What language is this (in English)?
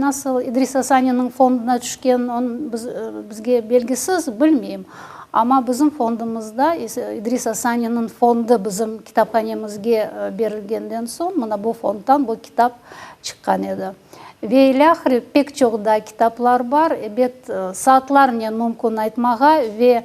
Crimean Tatar